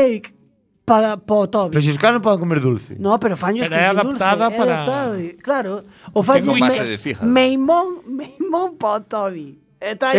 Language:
Galician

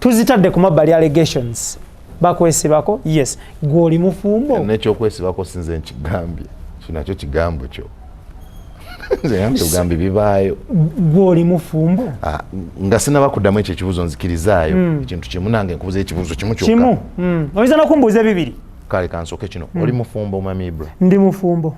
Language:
Ganda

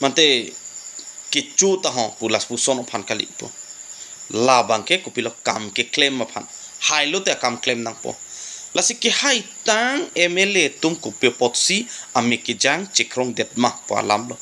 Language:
Karbi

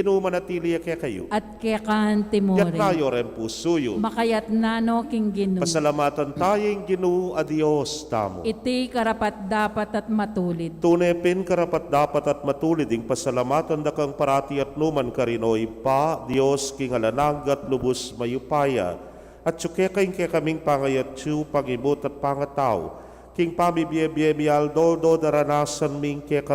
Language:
Pampanga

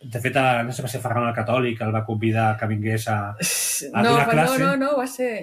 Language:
Catalan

